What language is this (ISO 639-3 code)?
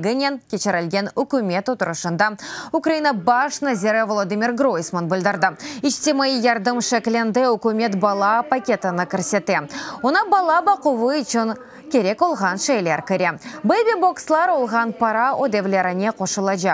crh